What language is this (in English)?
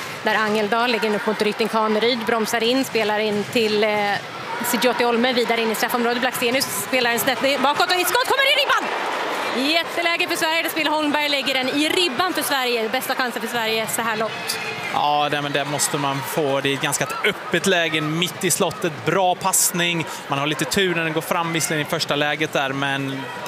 Swedish